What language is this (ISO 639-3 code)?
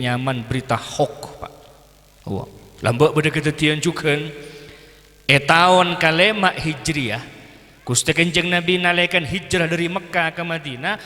mad